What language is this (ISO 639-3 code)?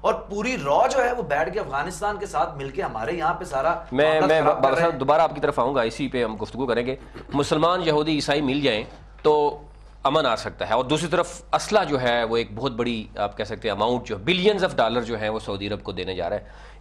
urd